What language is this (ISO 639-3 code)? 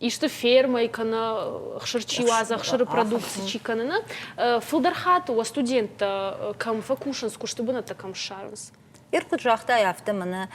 oss